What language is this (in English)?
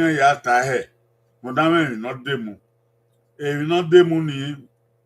Bini